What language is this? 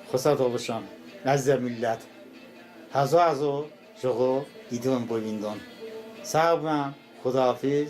Talysh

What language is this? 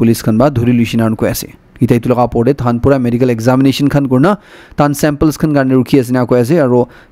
Naga Pidgin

